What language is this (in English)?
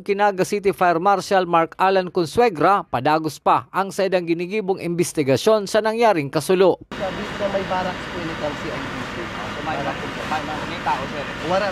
Bikol